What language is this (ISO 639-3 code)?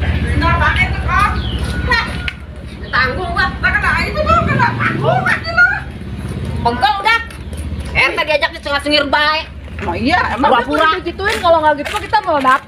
bew